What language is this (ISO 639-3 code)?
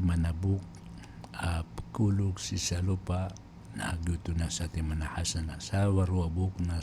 mrw